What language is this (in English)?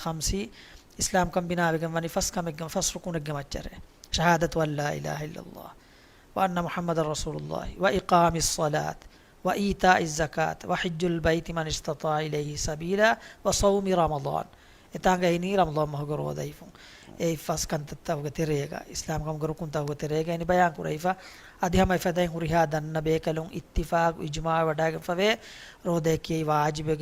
Divehi